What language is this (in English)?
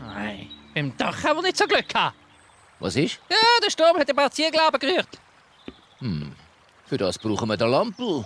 Swiss German